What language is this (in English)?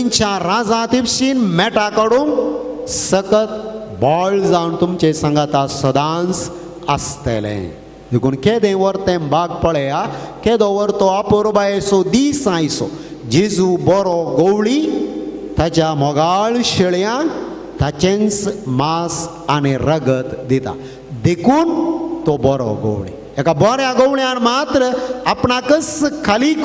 Konkani